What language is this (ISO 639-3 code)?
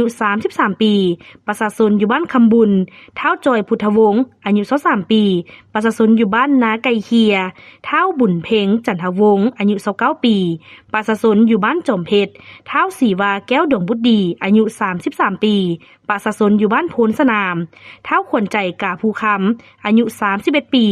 lao